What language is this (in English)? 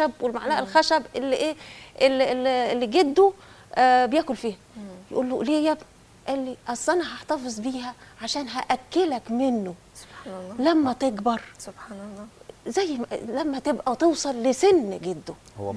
Egyptian Arabic